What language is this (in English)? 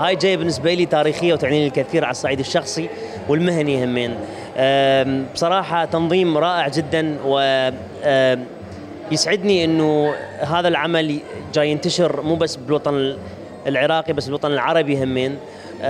Mesopotamian Arabic